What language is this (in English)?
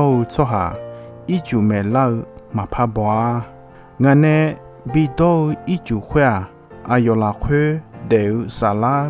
Akha